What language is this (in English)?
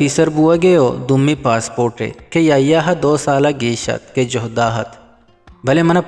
Eastern Balochi